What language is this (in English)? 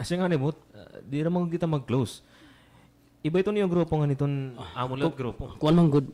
Waray